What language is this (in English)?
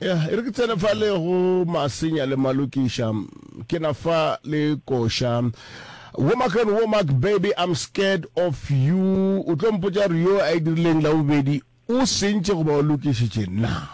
Northern Sotho